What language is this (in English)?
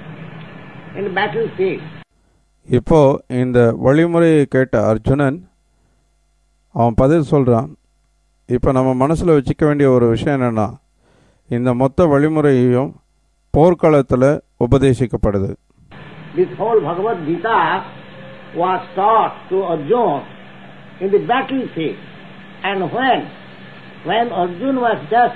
Tamil